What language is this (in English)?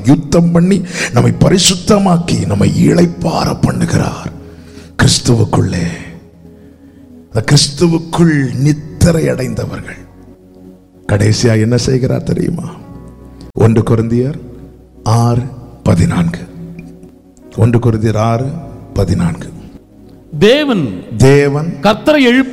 Tamil